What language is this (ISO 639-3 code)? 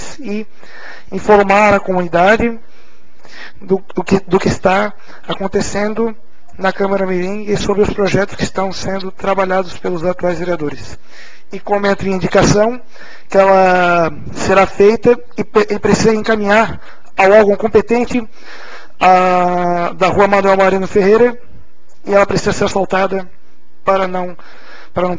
por